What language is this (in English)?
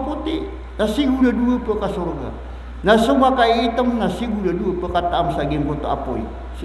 Maranao